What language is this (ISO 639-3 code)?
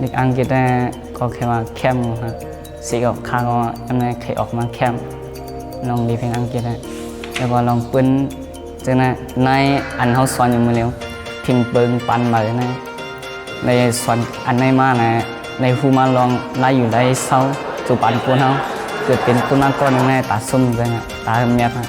shn